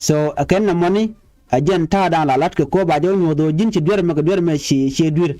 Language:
Nuer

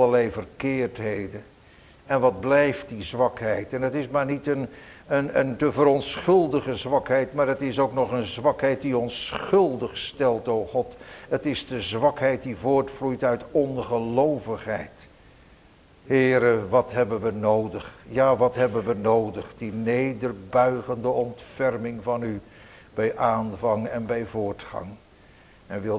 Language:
Dutch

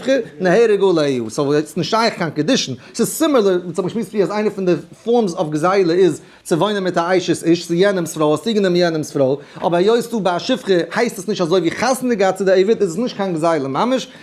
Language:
Yiddish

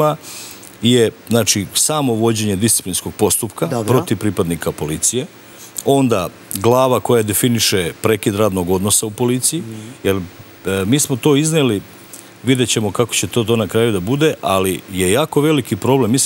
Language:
Serbian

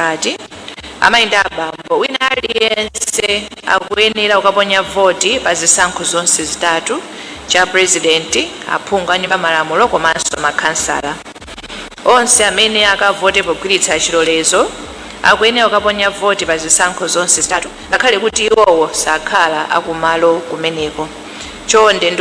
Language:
Nyanja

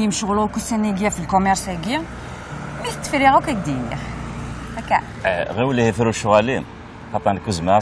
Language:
Kabyle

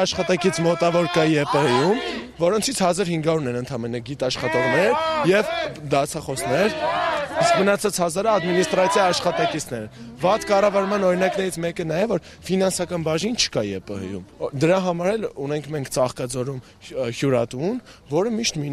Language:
Armenian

